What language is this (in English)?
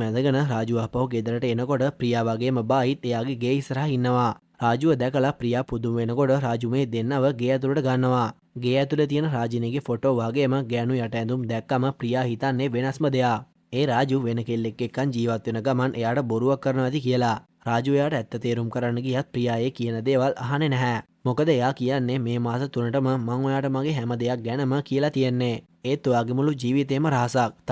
Sinhala